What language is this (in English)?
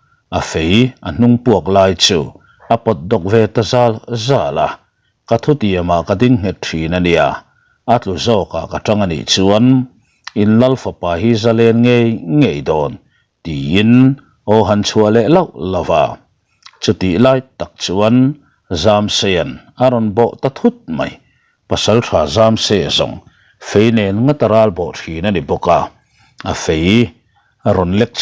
Mizo